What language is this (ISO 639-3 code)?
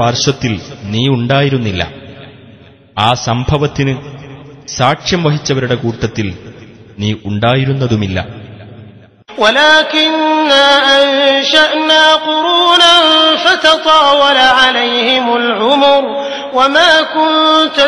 mal